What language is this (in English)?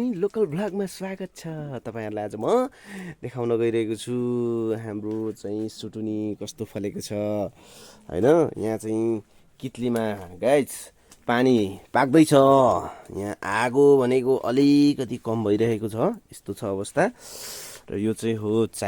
Nepali